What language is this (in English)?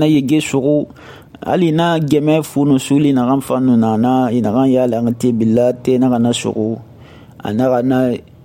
Susu